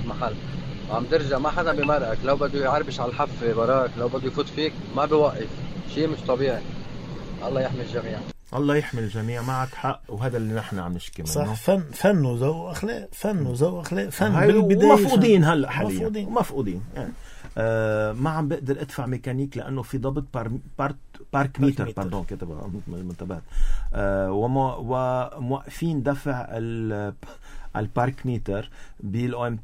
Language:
North Levantine Arabic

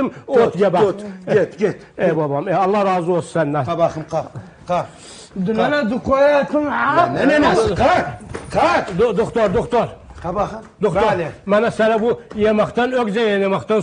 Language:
South Azerbaijani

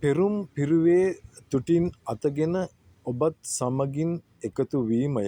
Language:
Sinhala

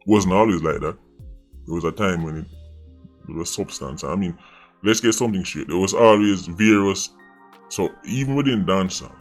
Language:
Jamaican Creole English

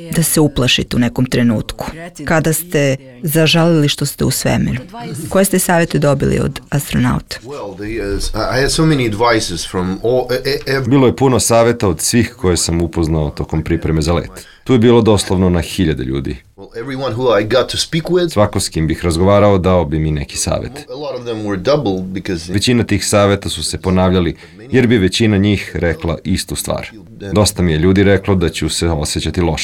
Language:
Serbian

